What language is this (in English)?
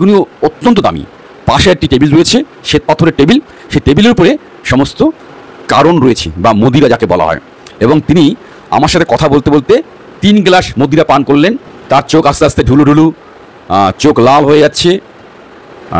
Bangla